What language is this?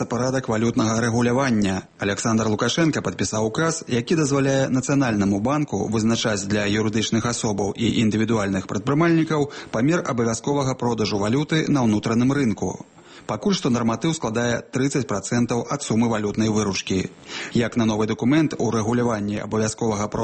Belarusian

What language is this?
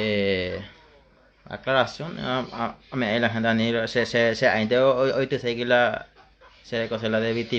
Guarani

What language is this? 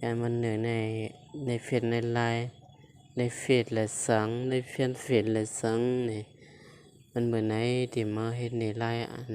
Shan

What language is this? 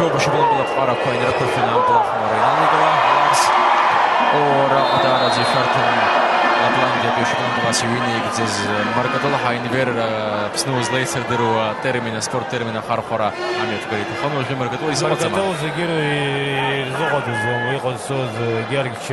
Abkhazian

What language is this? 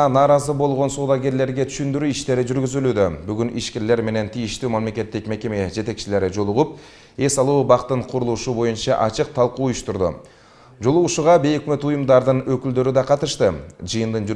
Kyrgyz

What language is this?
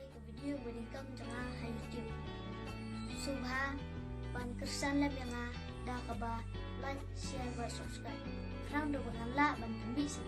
Khasi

